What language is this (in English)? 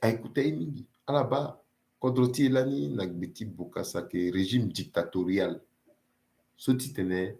Sango